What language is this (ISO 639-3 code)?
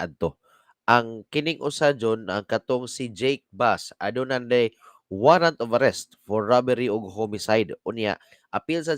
ceb